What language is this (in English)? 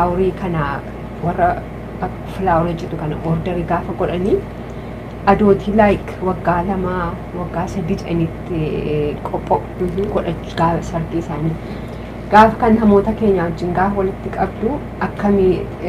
Oromo